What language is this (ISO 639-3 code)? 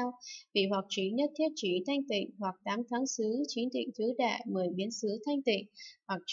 vie